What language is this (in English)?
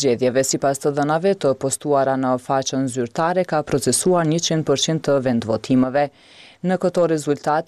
Albanian